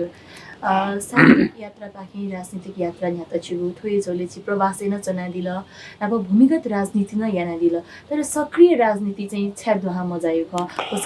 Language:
Newari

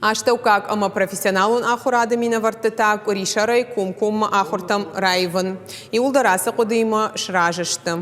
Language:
Ossetic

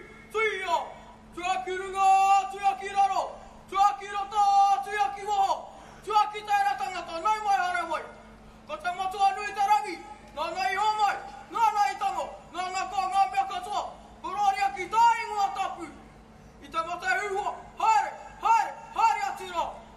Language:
Māori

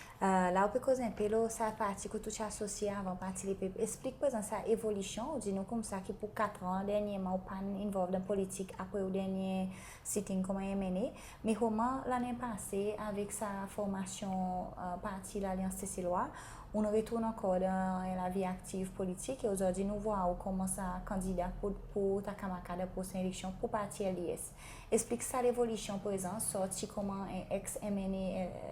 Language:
Seselwa Creole French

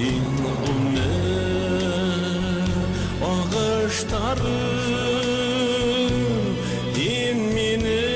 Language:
Bashkir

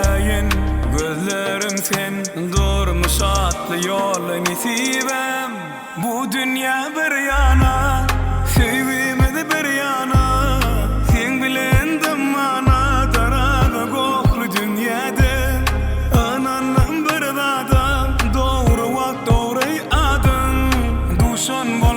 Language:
Turkmen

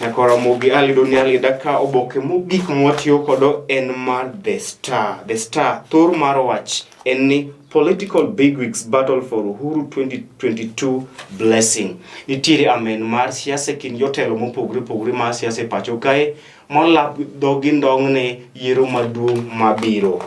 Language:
Luo (Kenya and Tanzania)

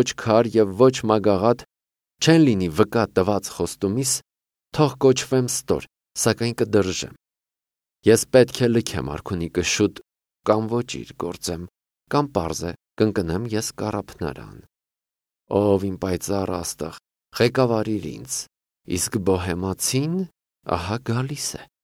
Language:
Armenian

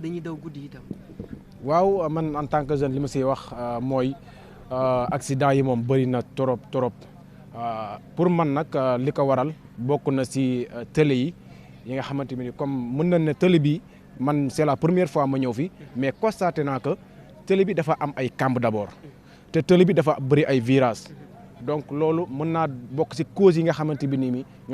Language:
Wolof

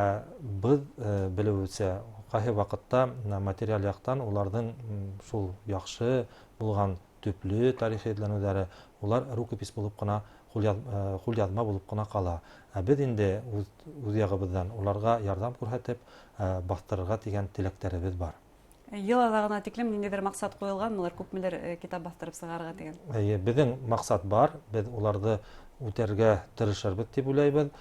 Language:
Bashkir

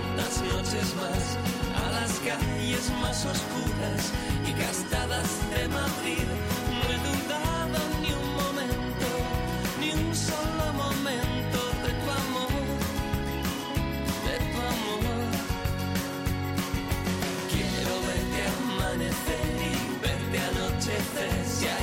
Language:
Spanish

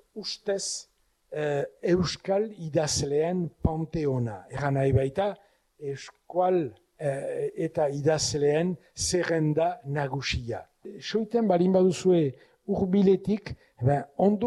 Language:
Basque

